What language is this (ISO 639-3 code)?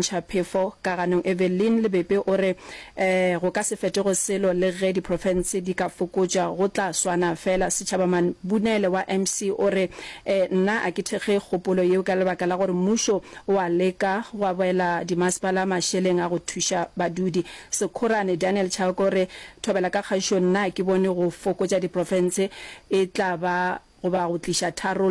nso